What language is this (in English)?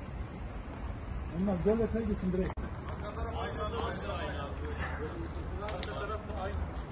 Turkish